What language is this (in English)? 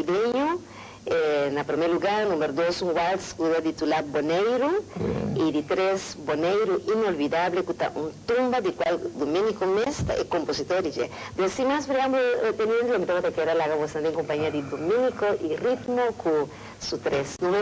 Papiamento